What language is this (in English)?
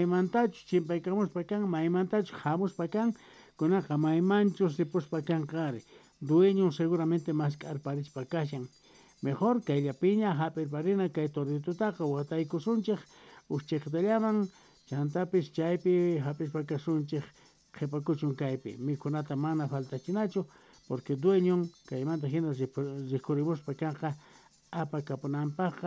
South Bolivian Quechua